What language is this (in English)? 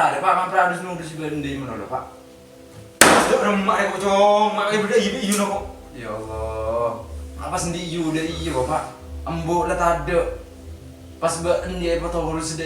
Madurese